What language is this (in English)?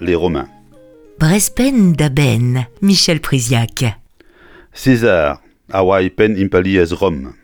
Breton